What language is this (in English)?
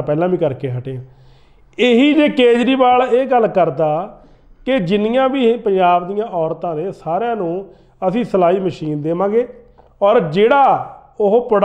Punjabi